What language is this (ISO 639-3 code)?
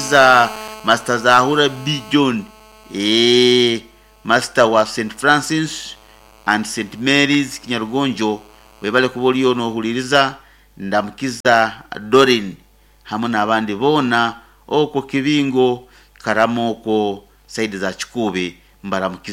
nyo